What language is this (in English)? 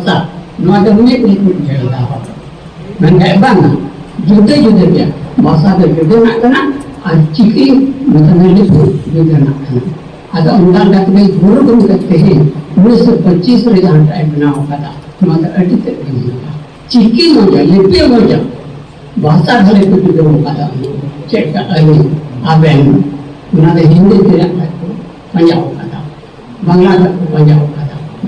Santali